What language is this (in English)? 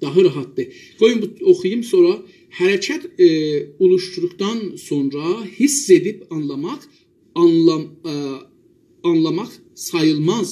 South Azerbaijani